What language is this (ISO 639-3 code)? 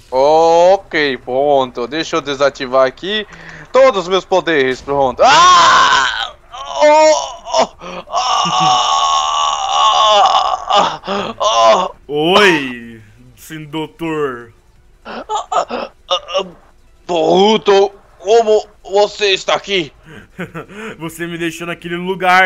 por